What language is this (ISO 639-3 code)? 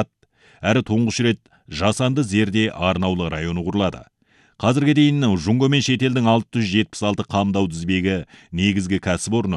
kaz